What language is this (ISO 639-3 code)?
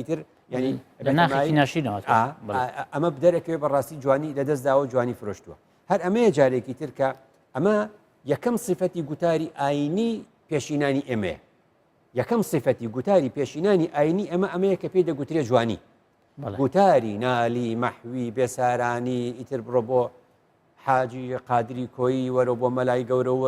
ckb